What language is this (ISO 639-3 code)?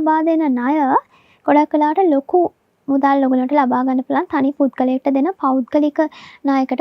sin